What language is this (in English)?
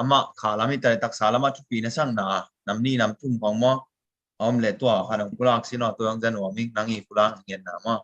Tedim Chin